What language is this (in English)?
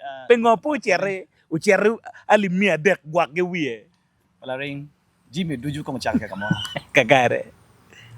Acoli